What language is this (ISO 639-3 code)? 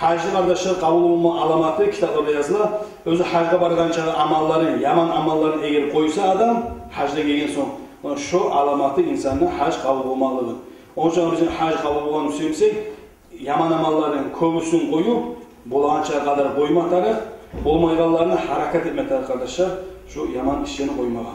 kum